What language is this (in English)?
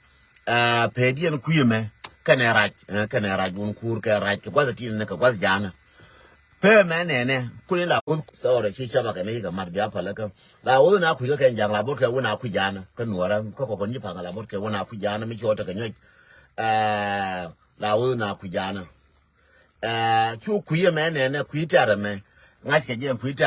Nuer